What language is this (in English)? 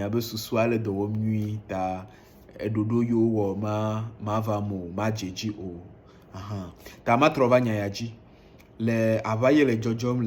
Ewe